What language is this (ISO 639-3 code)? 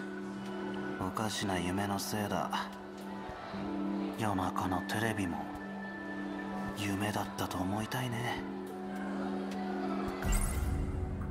jpn